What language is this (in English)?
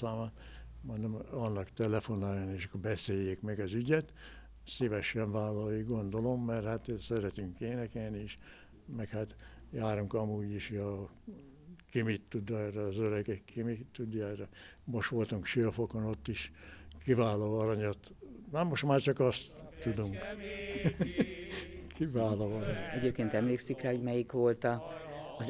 Hungarian